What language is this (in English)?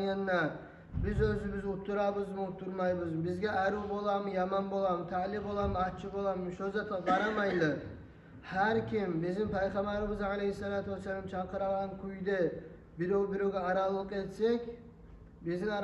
Kumyk